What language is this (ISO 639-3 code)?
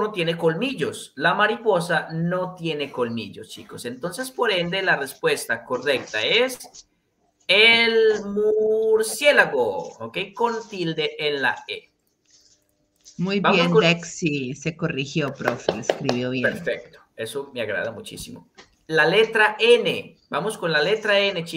spa